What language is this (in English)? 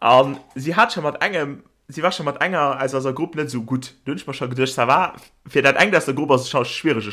Luxembourgish